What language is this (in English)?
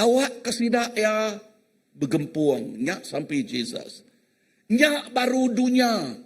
Iban